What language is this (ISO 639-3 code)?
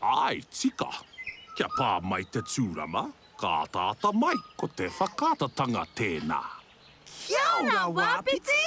mri